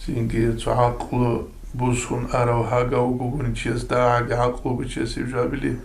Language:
Avaric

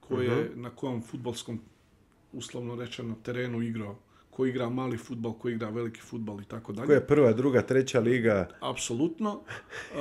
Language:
Bosnian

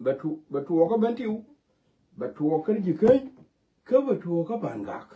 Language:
Nuer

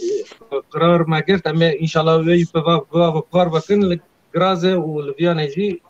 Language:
Kurdish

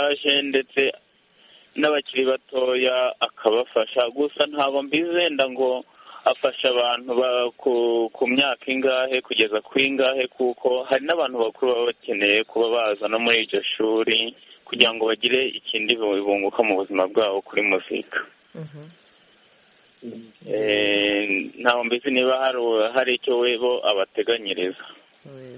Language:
Kinyarwanda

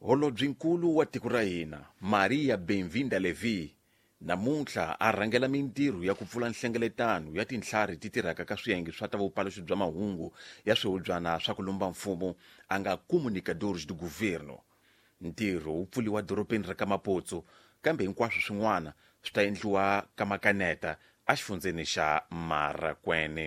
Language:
Tsonga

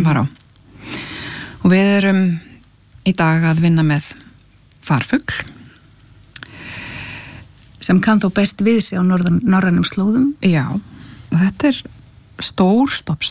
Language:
Icelandic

